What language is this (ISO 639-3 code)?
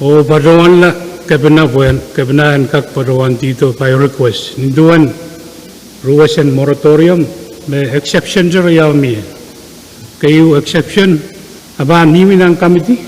pon